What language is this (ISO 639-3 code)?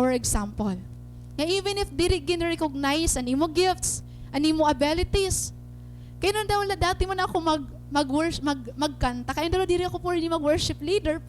war